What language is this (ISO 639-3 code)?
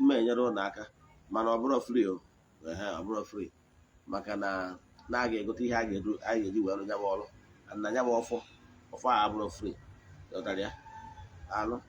ibo